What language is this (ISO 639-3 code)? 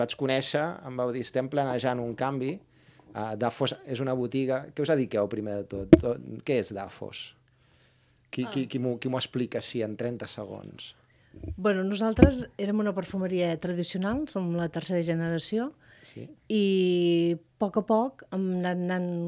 cat